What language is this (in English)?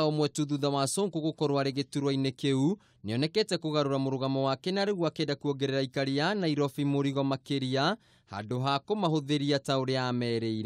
Kikuyu